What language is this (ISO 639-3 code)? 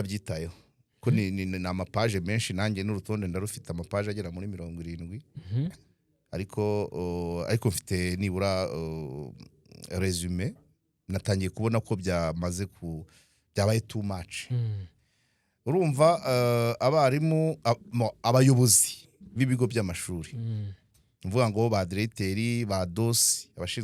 kin